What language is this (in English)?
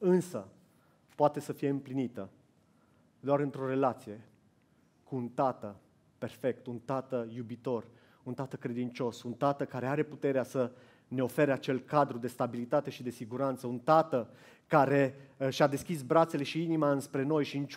Romanian